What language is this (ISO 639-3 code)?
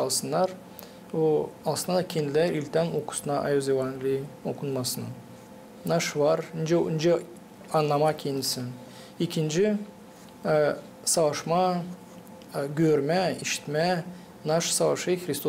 gag